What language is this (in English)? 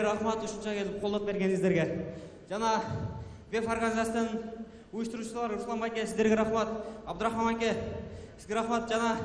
Kyrgyz